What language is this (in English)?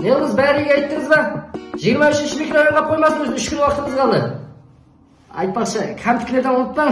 Kara-Kalpak